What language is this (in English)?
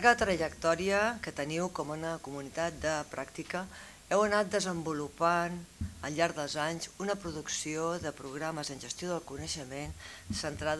Catalan